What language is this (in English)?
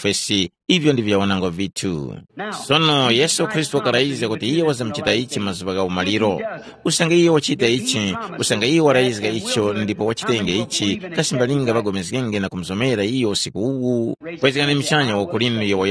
Tumbuka